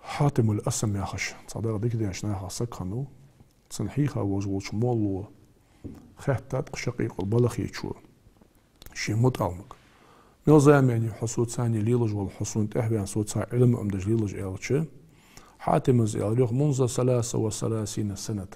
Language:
Ingush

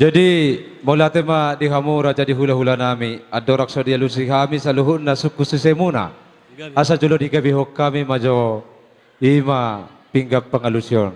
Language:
Batak Toba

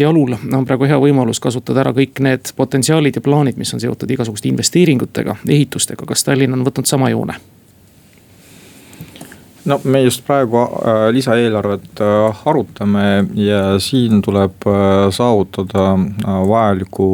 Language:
Estonian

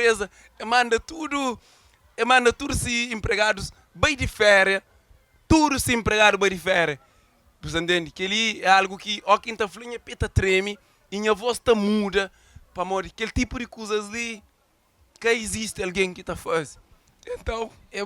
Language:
Kabuverdianu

